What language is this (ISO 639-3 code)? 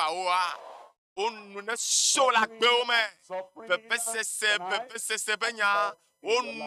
ewe